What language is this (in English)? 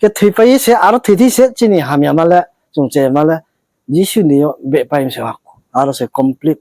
Riang (India)